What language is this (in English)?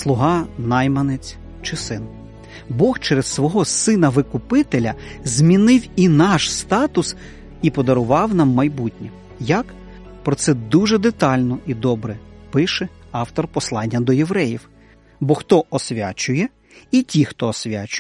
Ukrainian